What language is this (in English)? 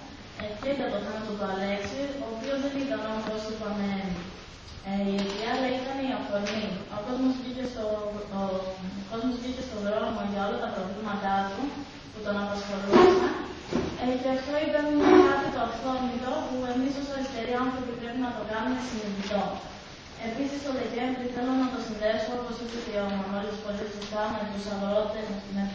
Greek